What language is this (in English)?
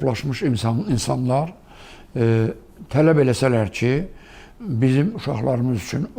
Azerbaijani